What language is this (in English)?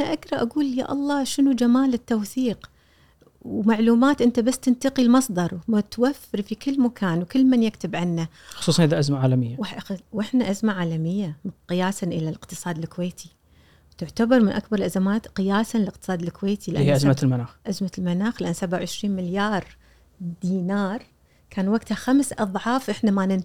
Gulf Arabic